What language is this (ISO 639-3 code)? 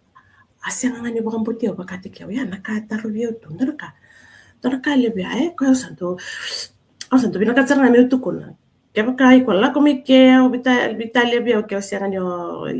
fij